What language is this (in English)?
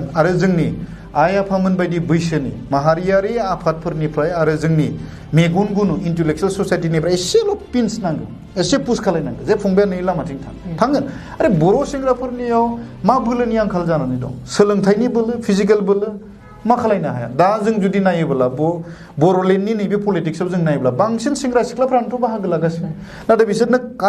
Bodo